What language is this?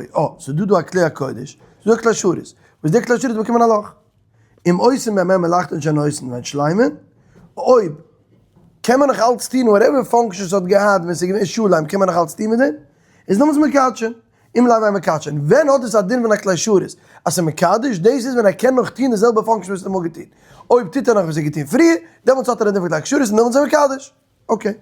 Yiddish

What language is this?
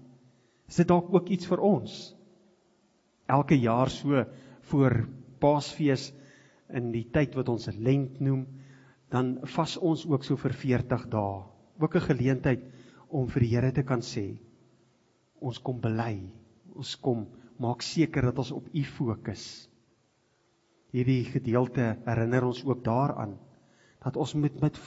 Afrikaans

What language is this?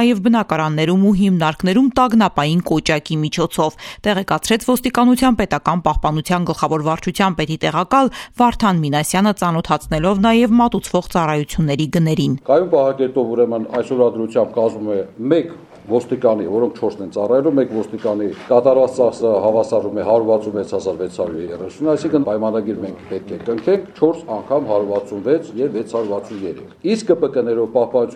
Armenian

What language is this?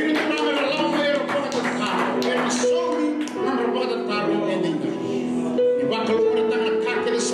Fijian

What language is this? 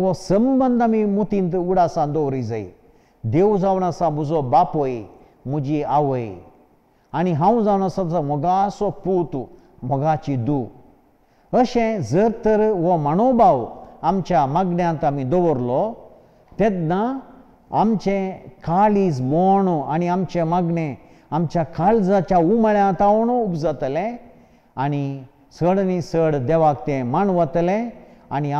Konkani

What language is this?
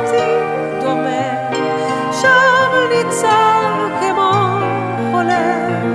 Hebrew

